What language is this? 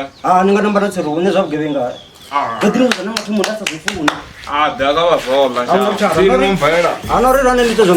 Venda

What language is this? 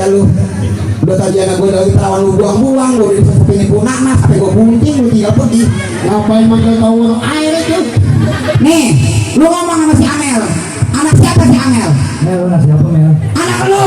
Betawi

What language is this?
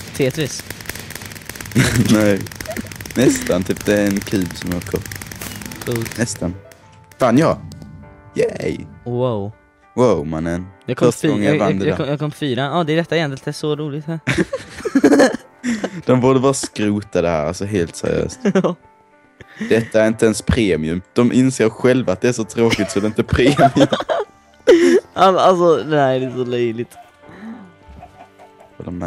Swedish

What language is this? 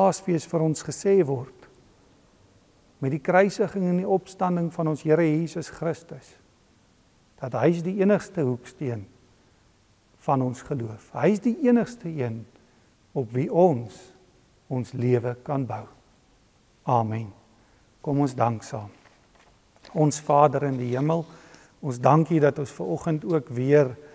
Afrikaans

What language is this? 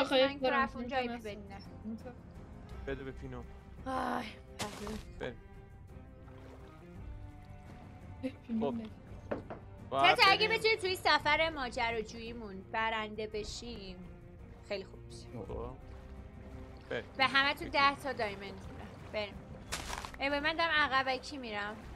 Persian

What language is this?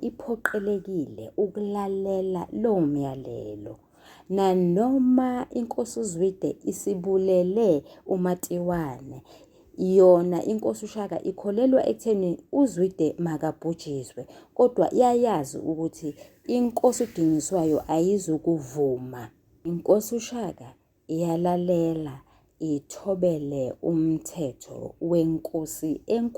Zulu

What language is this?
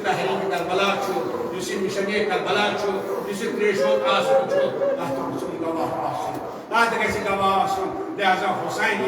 Kashmiri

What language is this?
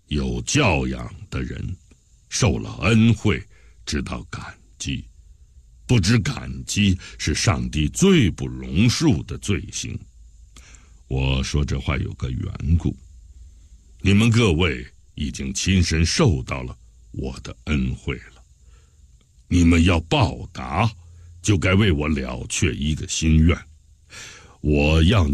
Chinese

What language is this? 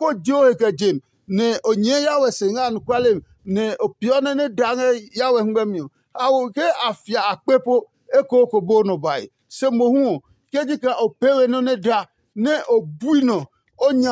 Adangme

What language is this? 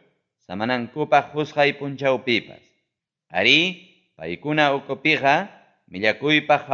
Ayacucho Quechua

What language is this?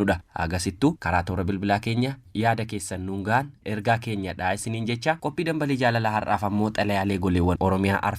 Oromo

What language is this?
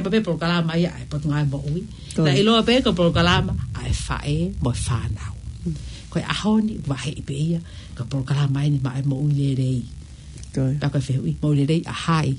Tongan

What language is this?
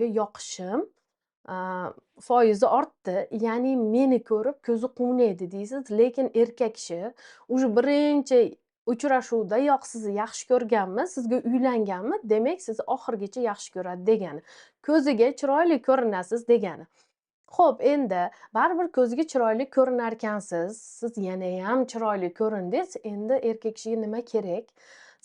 Uzbek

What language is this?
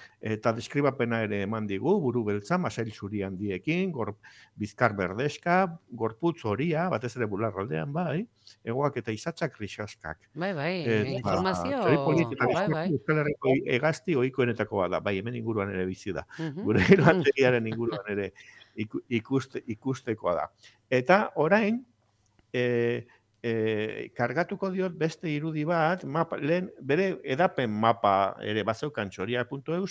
Basque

